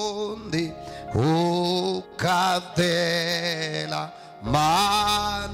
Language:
Kamba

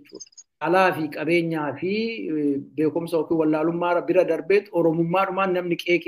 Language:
Oromo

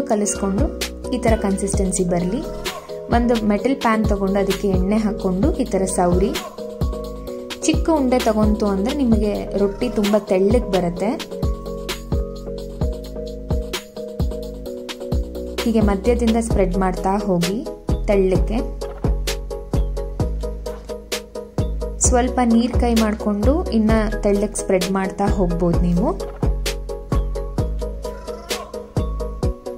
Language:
Kannada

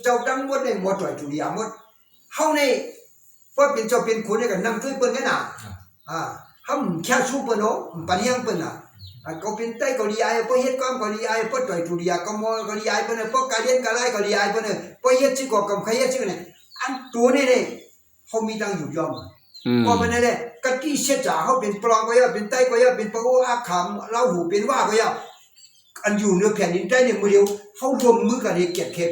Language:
Shan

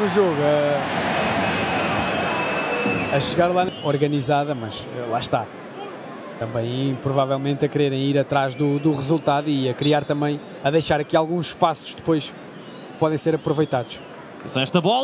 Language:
Portuguese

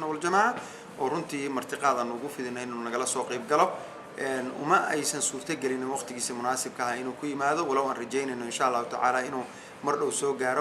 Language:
Somali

